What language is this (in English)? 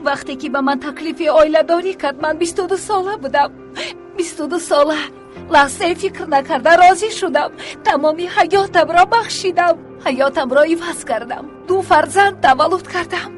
Tajik